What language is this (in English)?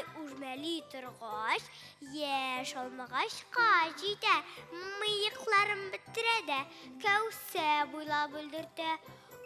Tatar